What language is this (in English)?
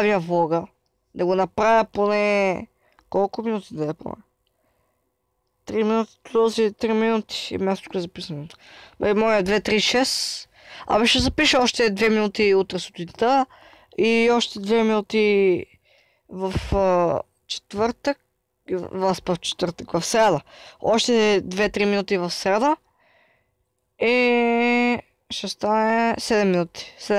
Bulgarian